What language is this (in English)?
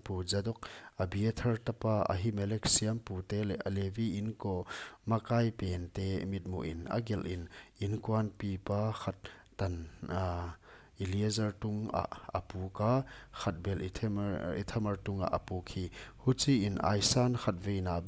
Paite Chin